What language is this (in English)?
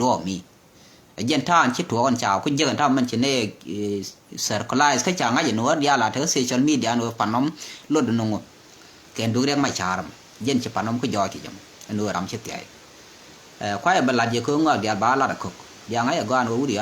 Nuer